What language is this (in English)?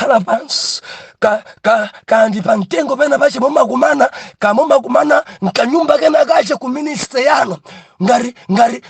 Nyanja